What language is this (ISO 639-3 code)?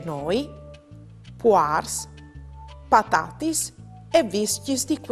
fur